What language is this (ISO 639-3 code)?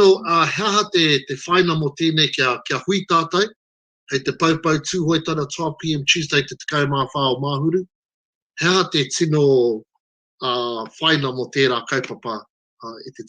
mri